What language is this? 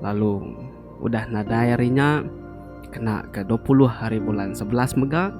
Iban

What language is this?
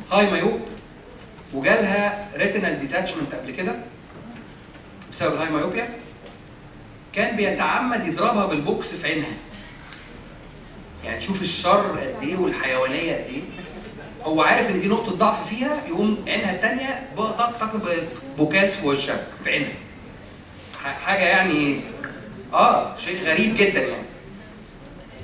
Egyptian Arabic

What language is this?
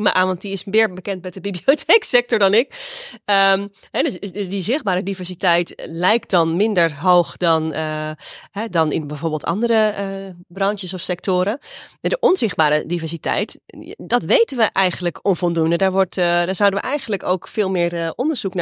Dutch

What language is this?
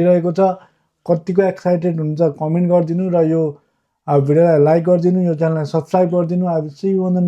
Nepali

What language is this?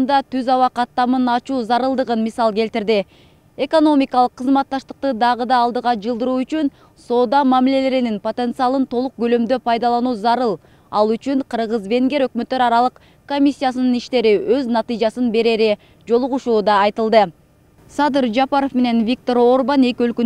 Kyrgyz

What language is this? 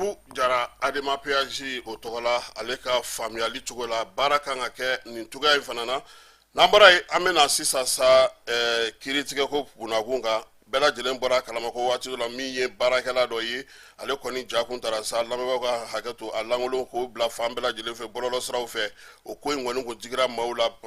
Bambara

